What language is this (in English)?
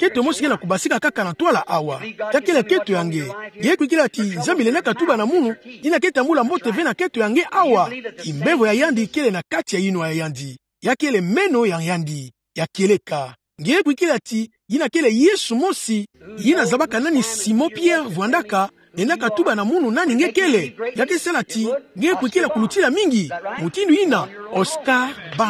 Kituba (Democratic Republic of Congo)